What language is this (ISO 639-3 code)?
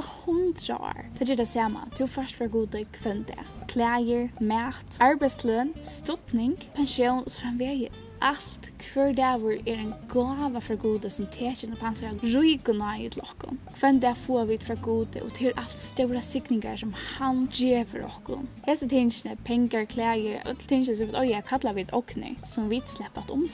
fao